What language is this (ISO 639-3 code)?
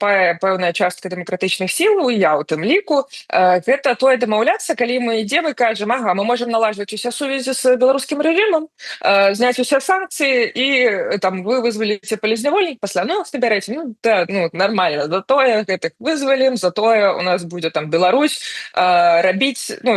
bel